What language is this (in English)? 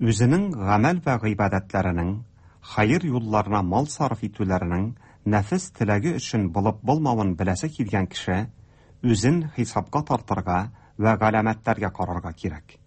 Tatar